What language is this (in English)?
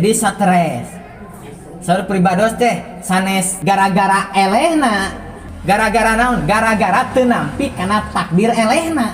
Sundanese